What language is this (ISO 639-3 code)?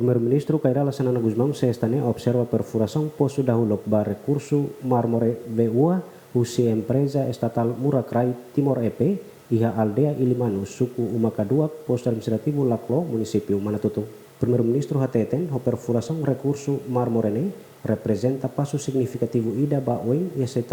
tet